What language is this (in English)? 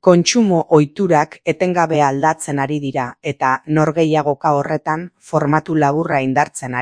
Basque